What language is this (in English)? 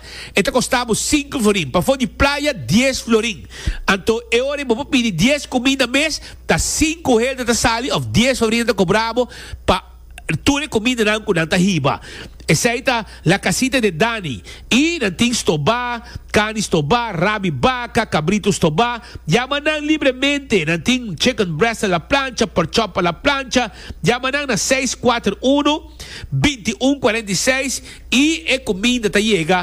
Papiamento